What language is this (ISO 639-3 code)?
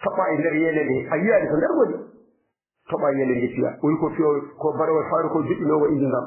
ful